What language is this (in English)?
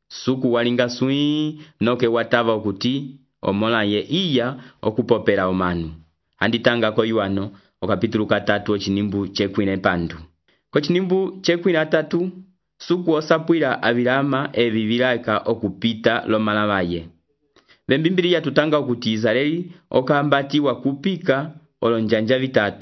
Umbundu